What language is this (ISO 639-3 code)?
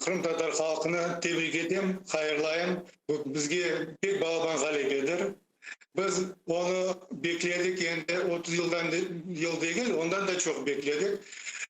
crh